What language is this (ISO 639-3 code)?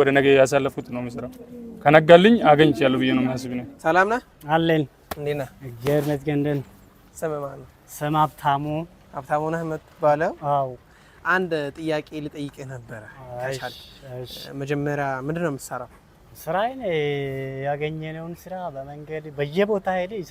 amh